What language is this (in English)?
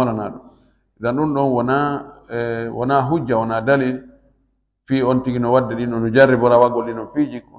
Fula